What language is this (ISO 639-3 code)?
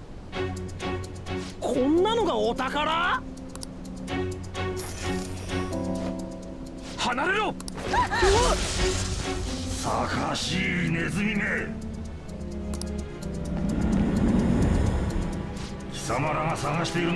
jpn